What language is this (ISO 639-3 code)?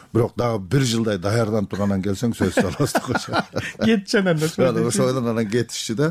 kir